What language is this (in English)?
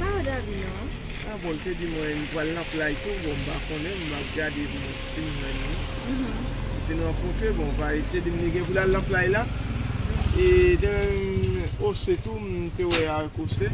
Haitian Creole